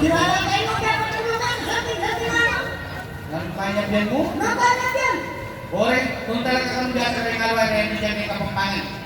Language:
Pampanga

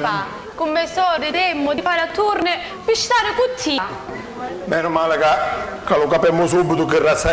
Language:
Sicilian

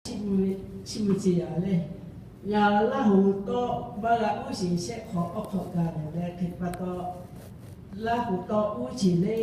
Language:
Lahu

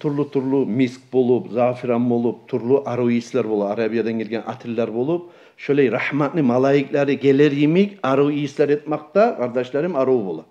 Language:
Kumyk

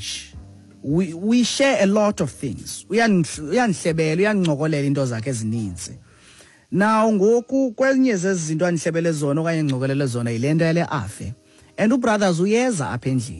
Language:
Xhosa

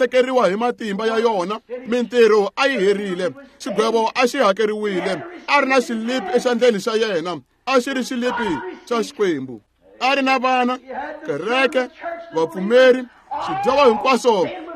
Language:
Tsonga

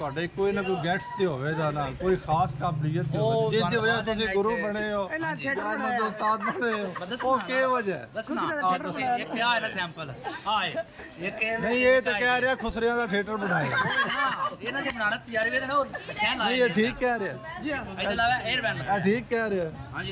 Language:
Punjabi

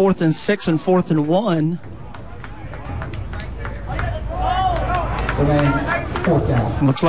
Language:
English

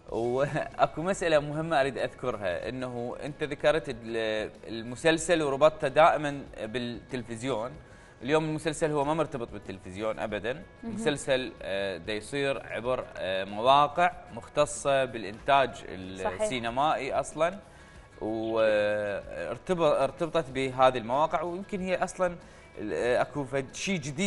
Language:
Mesopotamian Arabic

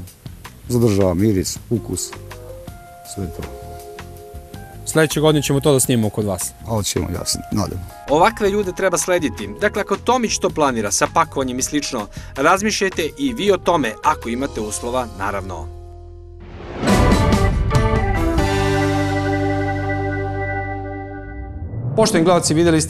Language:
Serbian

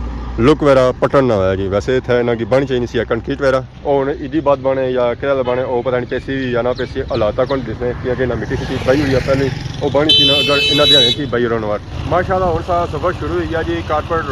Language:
Pahari-Potwari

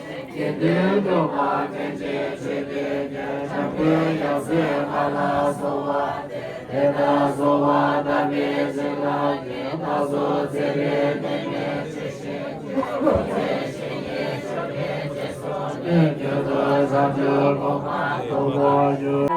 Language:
Tibetan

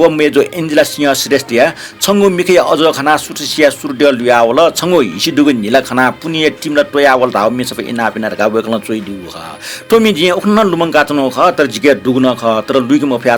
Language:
Newari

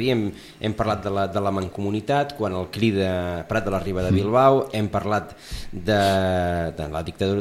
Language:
Catalan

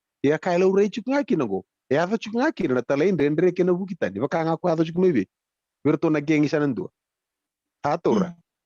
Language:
Fijian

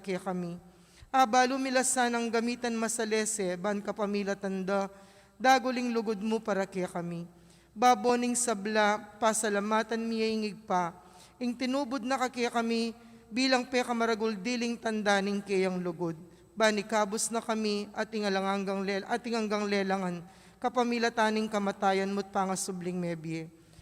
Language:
Pampanga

